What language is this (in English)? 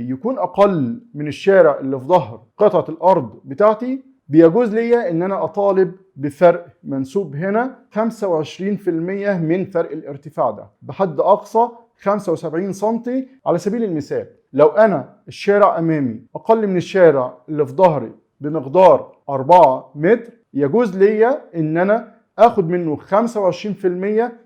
Egyptian Arabic